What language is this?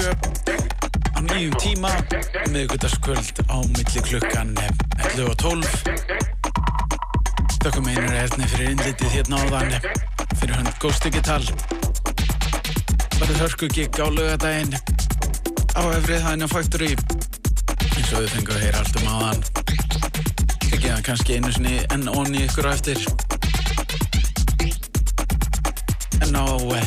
Icelandic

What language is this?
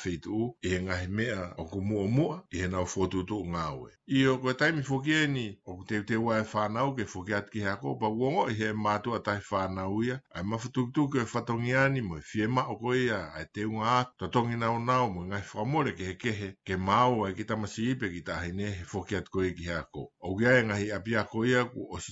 Tongan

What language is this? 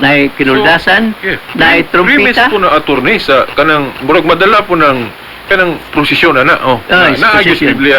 Cebuano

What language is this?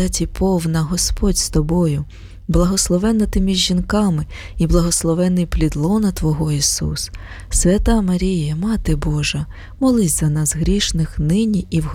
Ukrainian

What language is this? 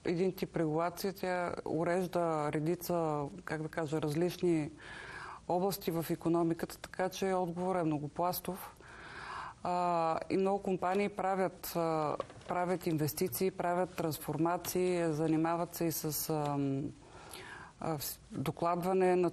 Bulgarian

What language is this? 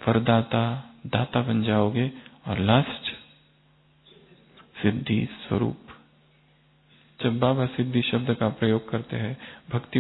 Hindi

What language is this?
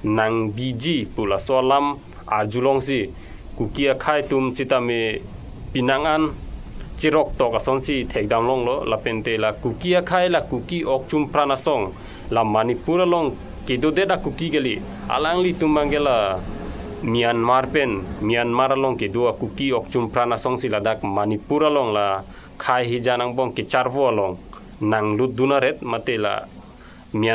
Karbi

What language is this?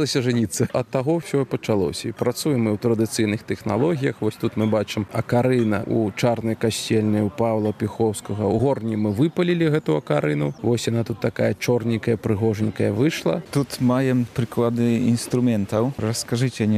Belarusian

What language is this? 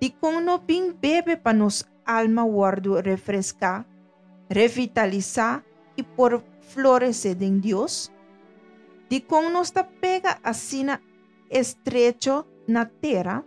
Papiamento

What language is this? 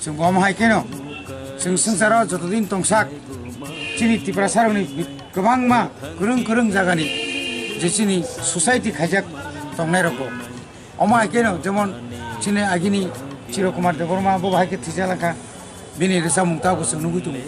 Kok Borok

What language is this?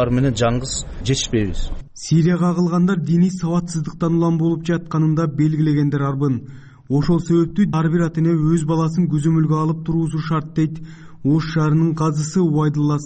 Kyrgyz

